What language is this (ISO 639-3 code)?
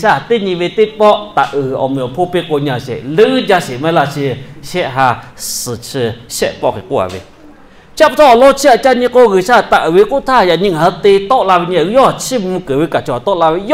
lhu